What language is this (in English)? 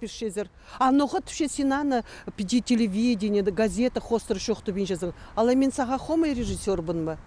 Khakas